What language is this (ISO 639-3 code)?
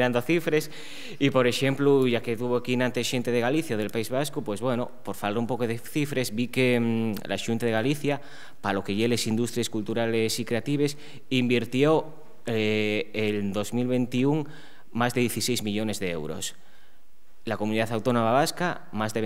ast